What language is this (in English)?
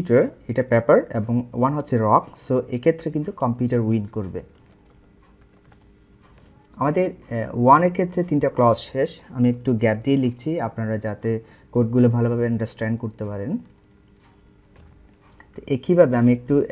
Bangla